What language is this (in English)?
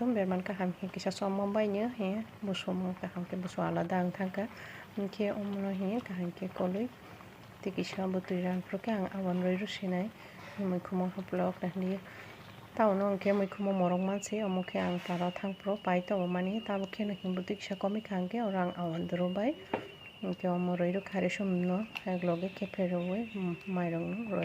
Kok Borok